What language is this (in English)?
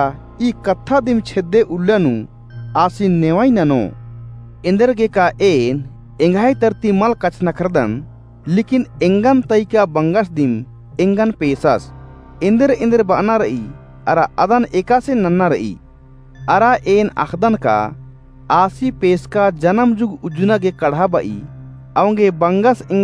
Kurukh